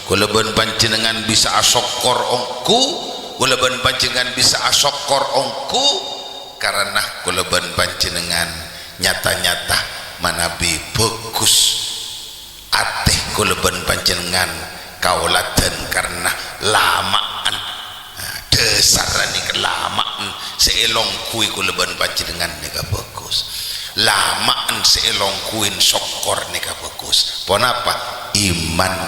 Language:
Madurese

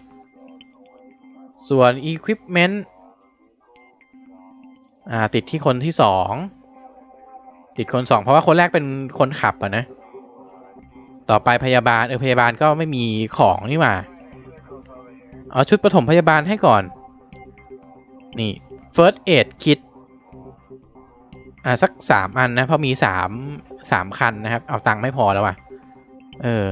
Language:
Thai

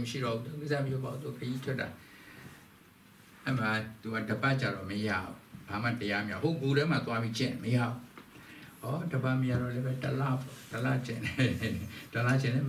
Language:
Burmese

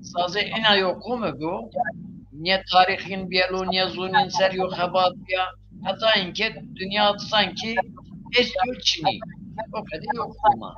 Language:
Zaza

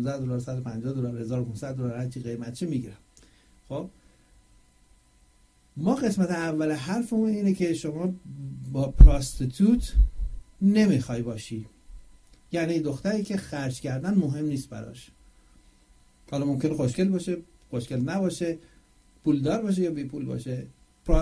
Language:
Persian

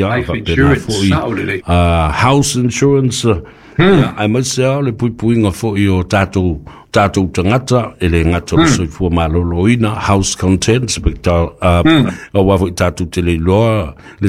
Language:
Samoan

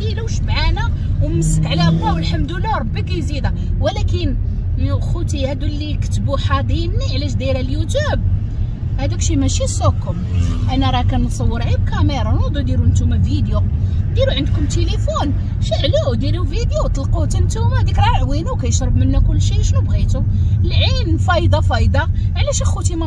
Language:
Moroccan Arabic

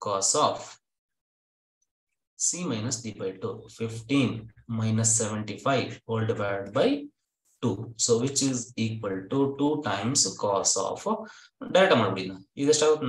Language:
Kannada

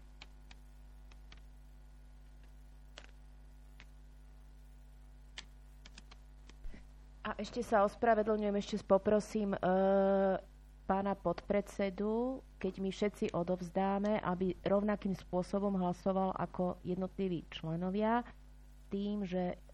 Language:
Slovak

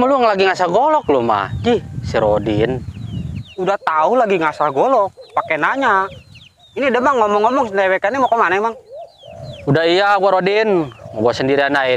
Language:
Betawi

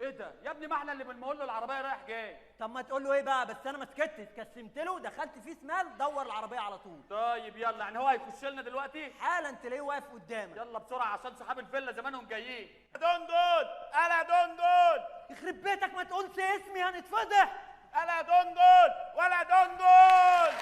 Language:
Egyptian Arabic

